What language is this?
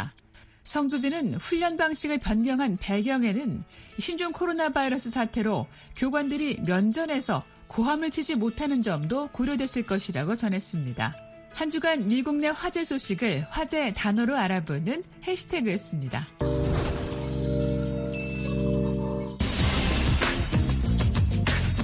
Korean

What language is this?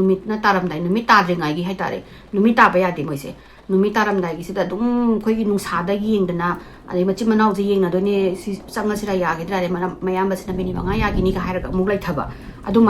Manipuri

